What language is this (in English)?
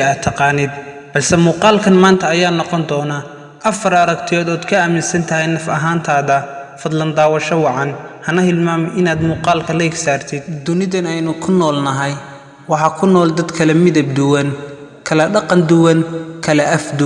Somali